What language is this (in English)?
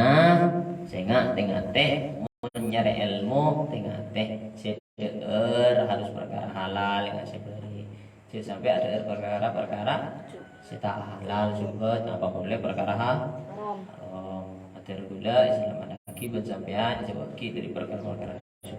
Madurese